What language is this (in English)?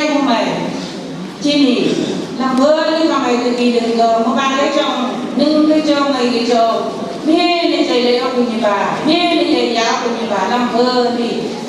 Phom Naga